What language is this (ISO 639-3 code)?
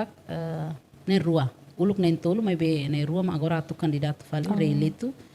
tet